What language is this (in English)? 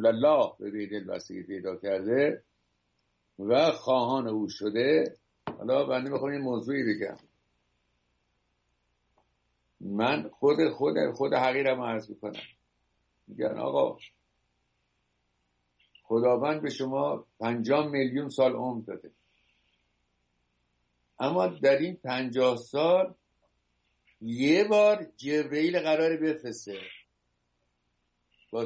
Persian